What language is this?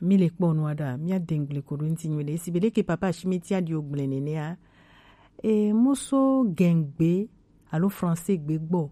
Gen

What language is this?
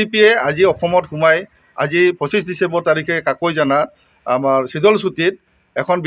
Assamese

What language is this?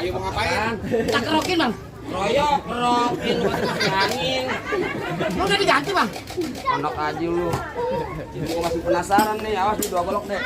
Betawi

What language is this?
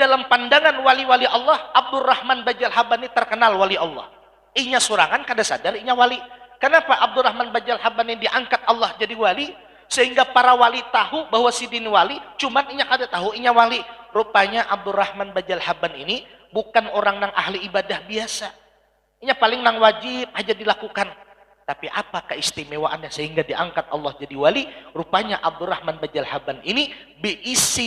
Banjar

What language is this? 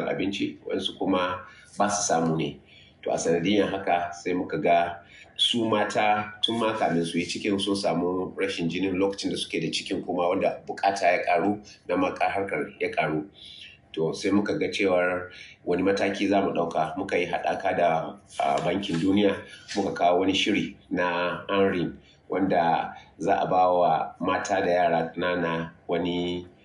Hausa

